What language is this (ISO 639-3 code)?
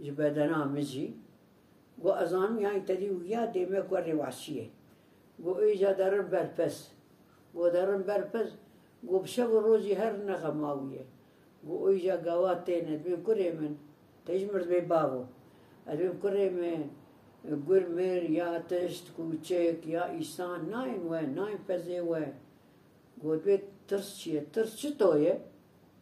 kur